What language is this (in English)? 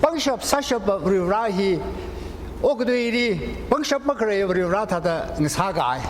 Tangkhul Naga (India)